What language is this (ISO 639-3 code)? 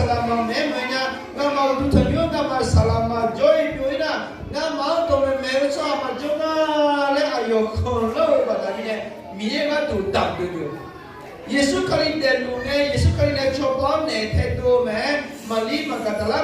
ahk